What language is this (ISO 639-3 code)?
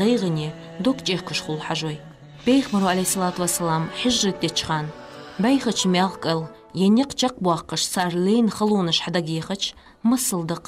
inh